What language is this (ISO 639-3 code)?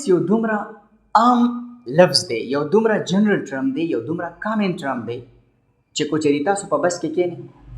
pus